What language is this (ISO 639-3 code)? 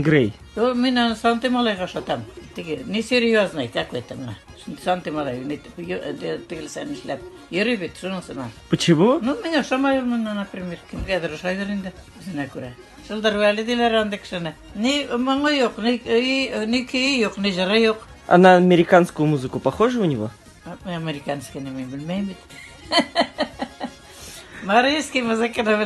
tat